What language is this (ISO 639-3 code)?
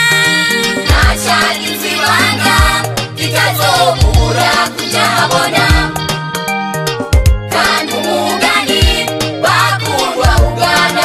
kin